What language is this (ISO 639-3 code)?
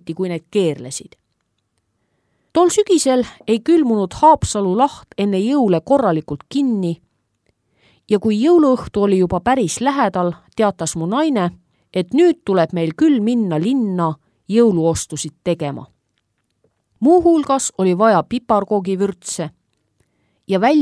est